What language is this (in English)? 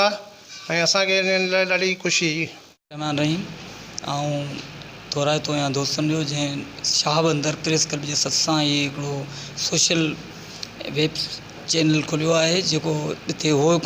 Sindhi